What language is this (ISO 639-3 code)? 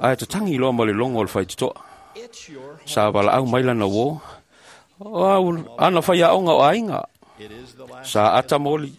smo